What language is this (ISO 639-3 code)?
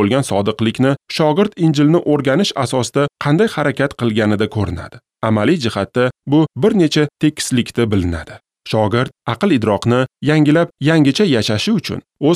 uzb